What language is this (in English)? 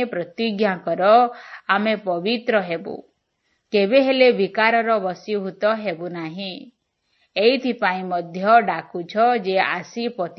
Odia